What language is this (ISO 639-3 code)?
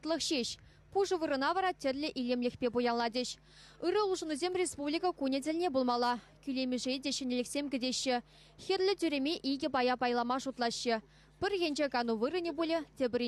chv